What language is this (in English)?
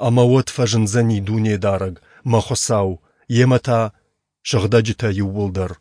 Ossetic